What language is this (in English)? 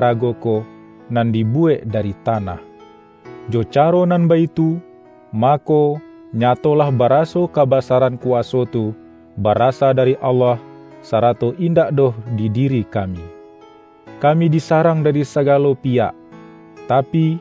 Minangkabau